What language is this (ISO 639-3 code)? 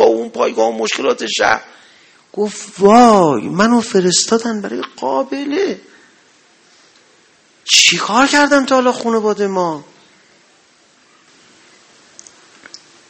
fas